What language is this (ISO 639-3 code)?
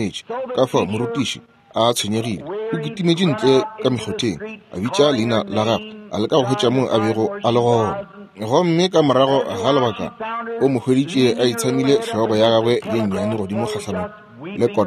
nso